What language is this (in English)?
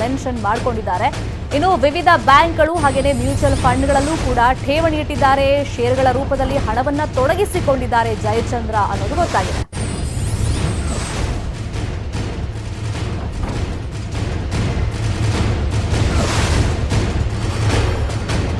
Kannada